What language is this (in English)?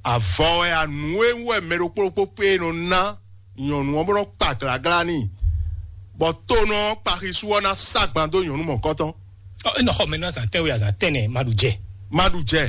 Fon